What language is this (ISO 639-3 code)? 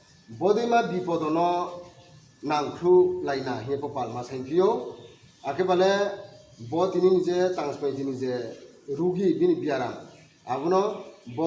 ria